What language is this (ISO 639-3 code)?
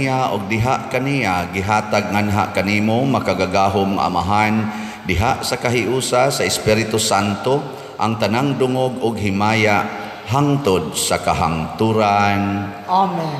ceb